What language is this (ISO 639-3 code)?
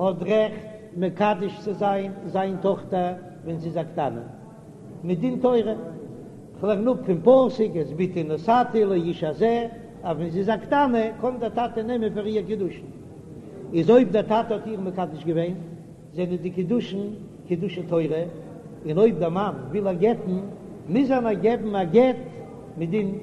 yid